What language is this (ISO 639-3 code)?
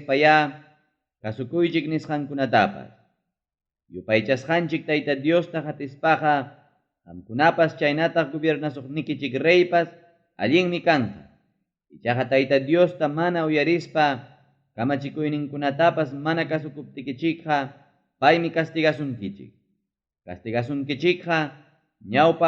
quy